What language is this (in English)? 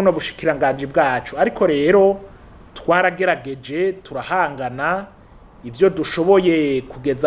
Rundi